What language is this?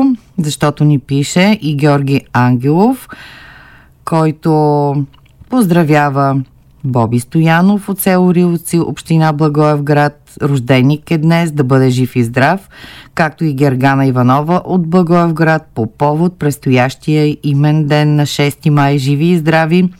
Bulgarian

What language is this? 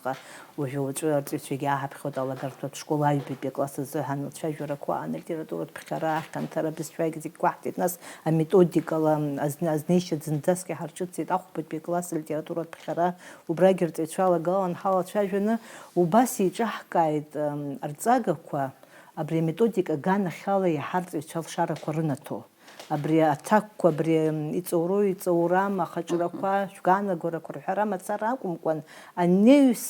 Abkhazian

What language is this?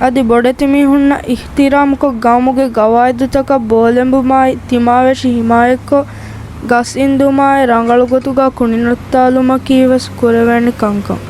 Divehi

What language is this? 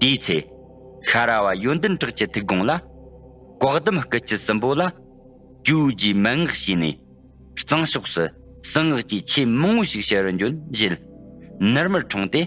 Tibetan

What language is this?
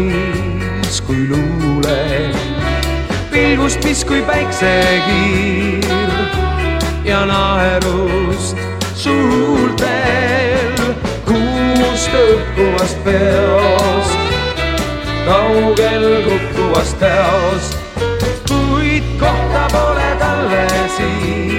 Estonian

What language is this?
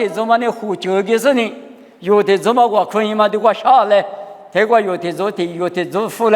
Lisu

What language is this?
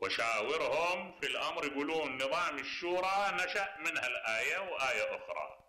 Mesopotamian Arabic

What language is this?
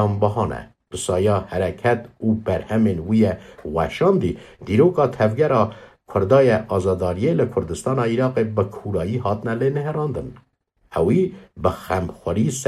Kurdish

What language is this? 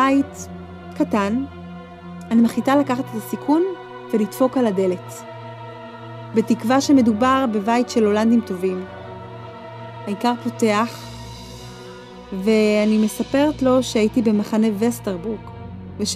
Hebrew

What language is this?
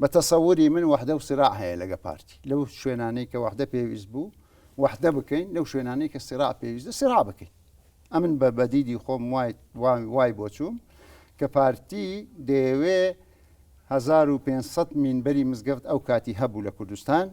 Central Kurdish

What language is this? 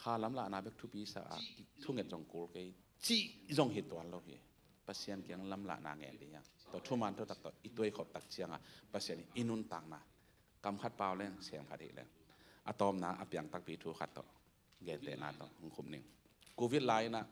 Tedim Chin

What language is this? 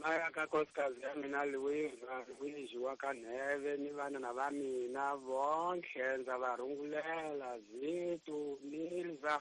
Tsonga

